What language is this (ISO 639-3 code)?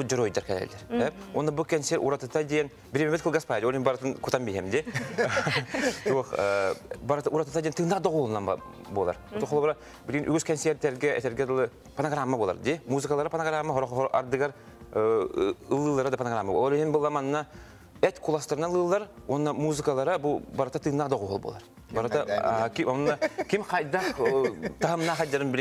sah